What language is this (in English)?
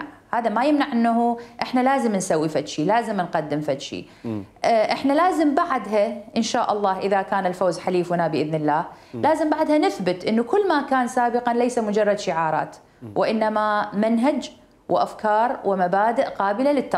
Mesopotamian Arabic